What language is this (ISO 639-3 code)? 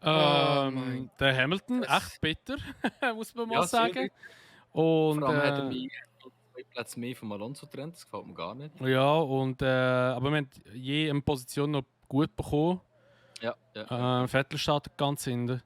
gsw